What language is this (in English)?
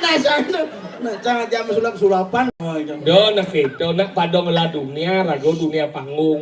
Balinese